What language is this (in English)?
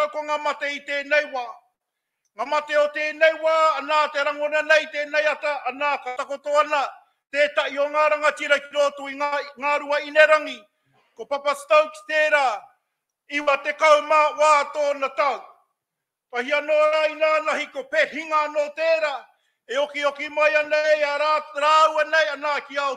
Māori